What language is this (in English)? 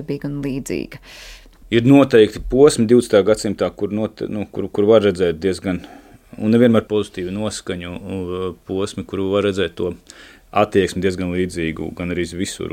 Latvian